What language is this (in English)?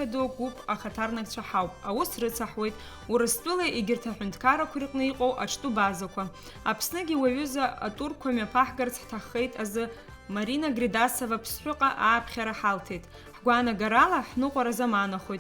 Abkhazian